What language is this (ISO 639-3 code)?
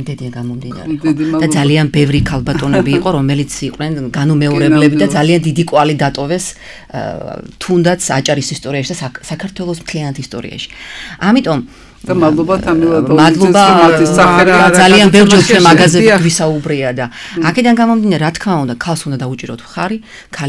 kat